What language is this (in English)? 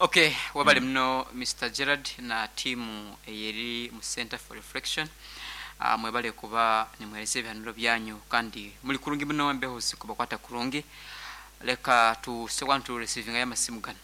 Nyankole